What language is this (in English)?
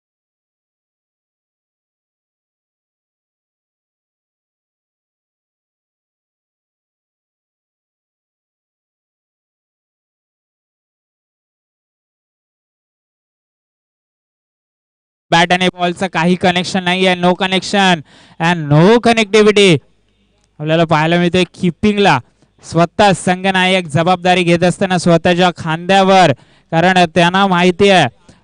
Marathi